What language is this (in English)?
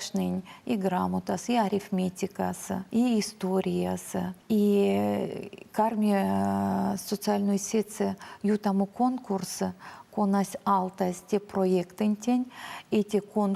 Erzya